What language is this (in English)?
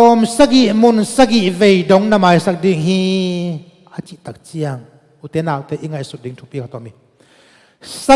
Tedim Chin